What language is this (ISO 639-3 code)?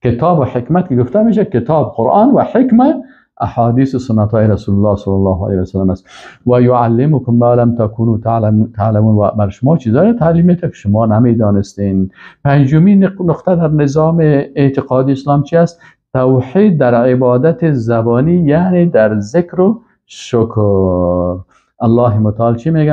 fas